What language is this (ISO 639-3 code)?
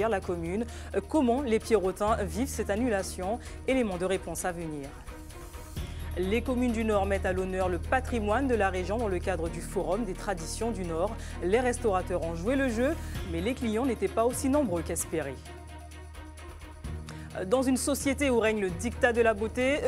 fra